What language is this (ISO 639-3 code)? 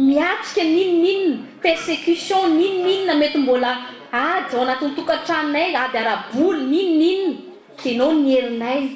mlg